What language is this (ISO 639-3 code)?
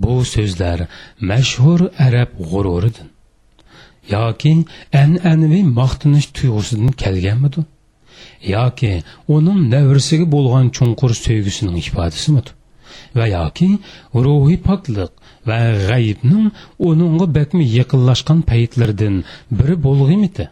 uig